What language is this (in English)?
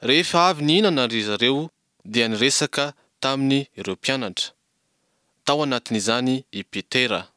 Malagasy